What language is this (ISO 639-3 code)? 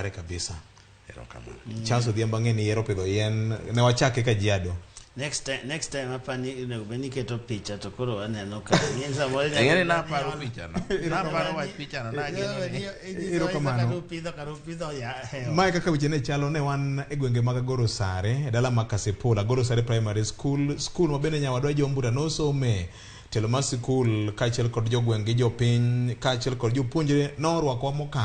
luo